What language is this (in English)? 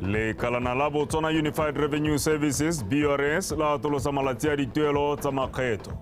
Tswana